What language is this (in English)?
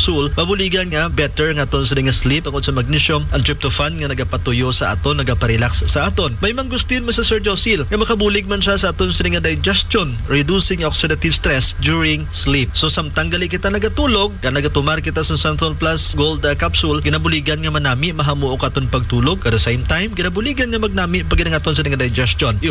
Hiligaynon